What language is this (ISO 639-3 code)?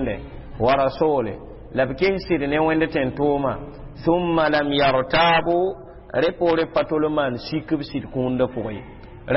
mos